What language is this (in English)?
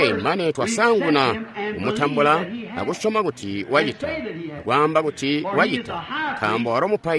Tonga (Zambia)